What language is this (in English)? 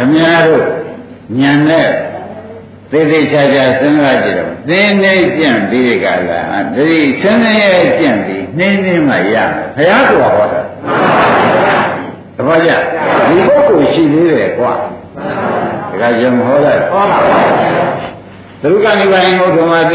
Burmese